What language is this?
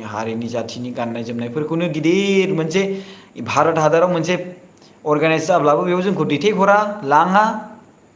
Bodo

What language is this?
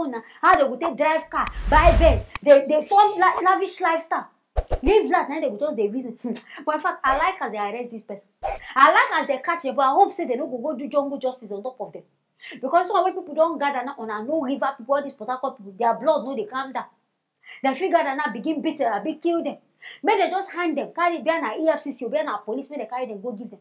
Nigerian Pidgin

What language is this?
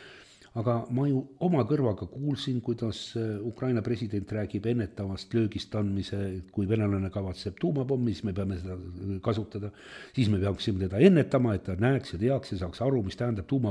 Estonian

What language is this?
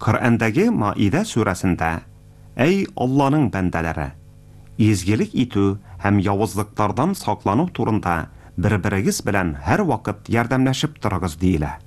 Tatar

